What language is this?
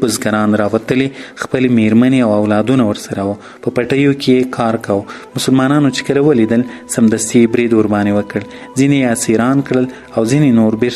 Pashto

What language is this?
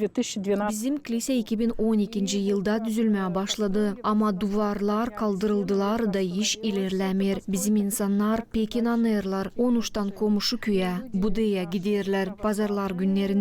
Gagauz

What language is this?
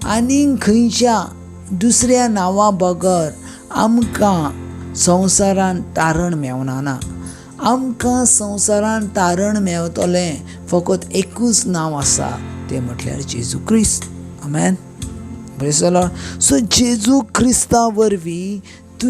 Konkani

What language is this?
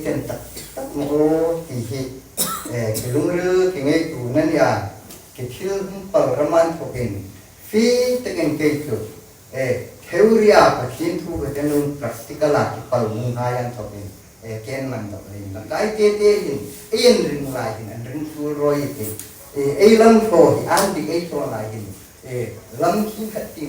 Hmar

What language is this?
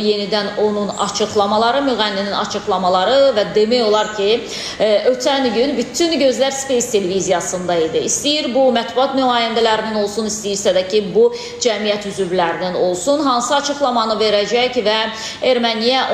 Azerbaijani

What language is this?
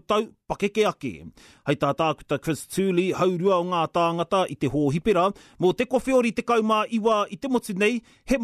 Māori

